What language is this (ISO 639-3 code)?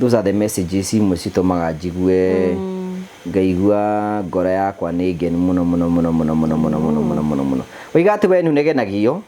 kik